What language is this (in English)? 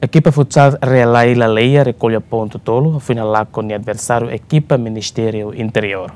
Tetum